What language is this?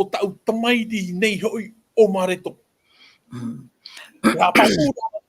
Tahitian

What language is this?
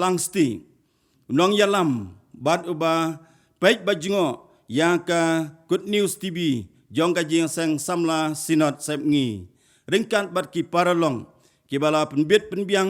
Khasi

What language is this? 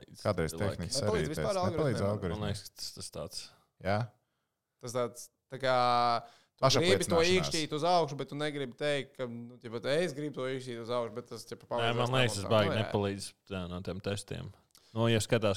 Latvian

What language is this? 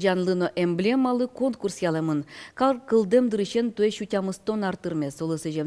Udmurt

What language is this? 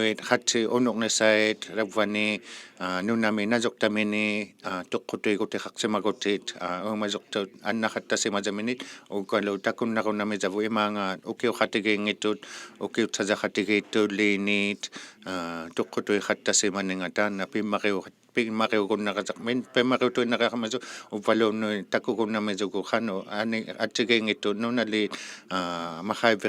Inuktitut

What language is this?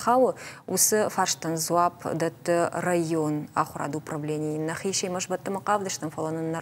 Ossetic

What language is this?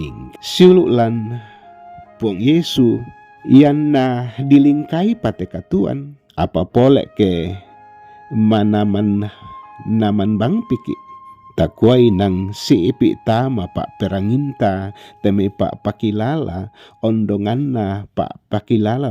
Toraja-Sa'dan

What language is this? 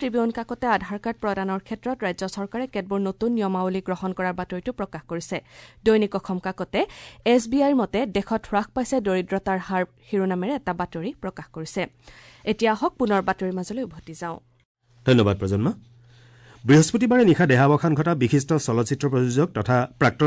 Assamese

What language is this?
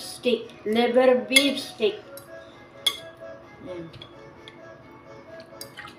Filipino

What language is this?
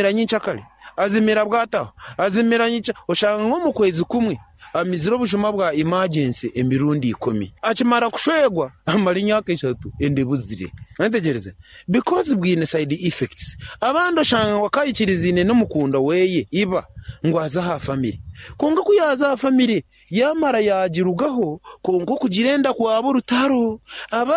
Nyankole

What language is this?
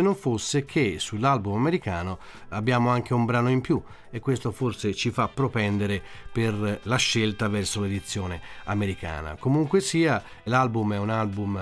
Italian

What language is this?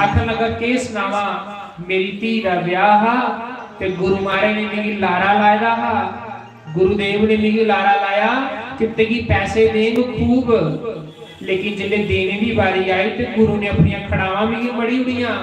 Dogri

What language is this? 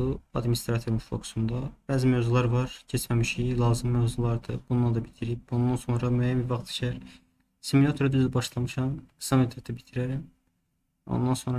Azerbaijani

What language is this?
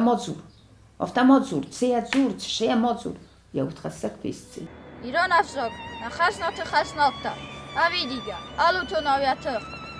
Ossetic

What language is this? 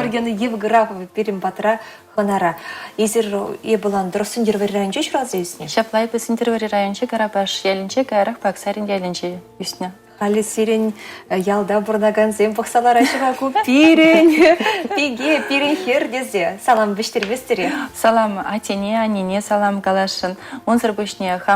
Chuvash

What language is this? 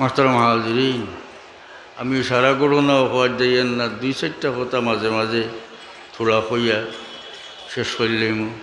Sylheti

